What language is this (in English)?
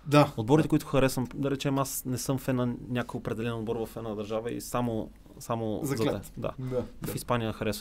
Bulgarian